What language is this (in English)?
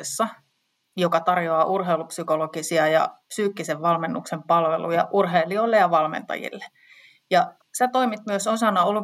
Finnish